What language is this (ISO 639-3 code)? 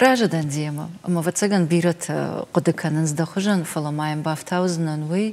oss